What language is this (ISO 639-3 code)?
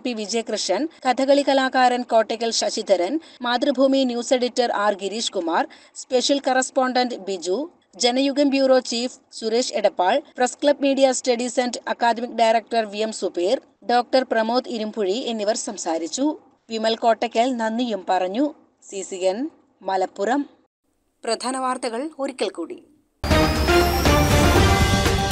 mal